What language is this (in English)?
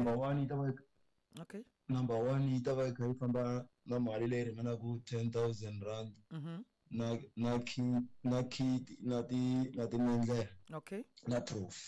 Tsonga